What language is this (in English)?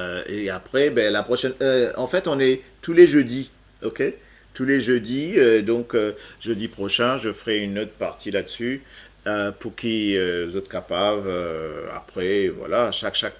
Morisyen